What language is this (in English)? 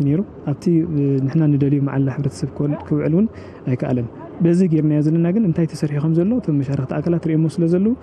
Tigrinya